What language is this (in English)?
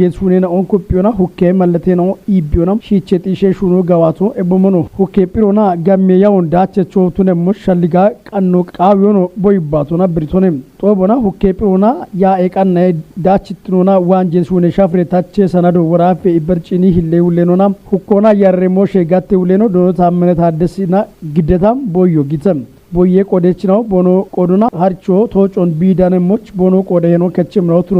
Kafa